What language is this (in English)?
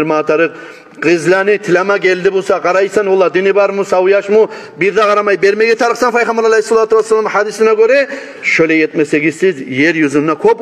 Kumyk